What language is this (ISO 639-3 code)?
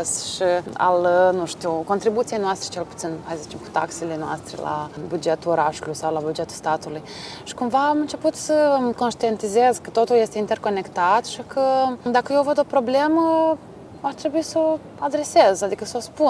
ron